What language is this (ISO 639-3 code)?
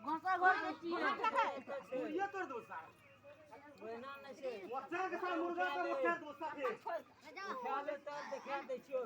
mai